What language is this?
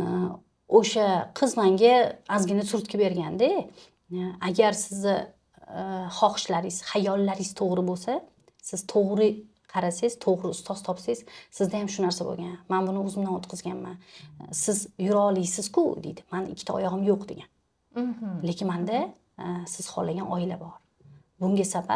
Uzbek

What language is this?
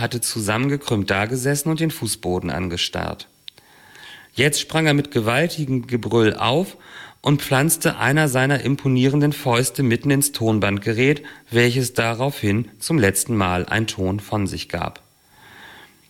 German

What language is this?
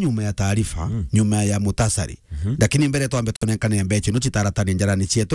Meru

